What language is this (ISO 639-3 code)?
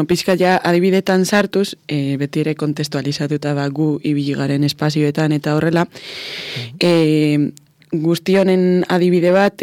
eus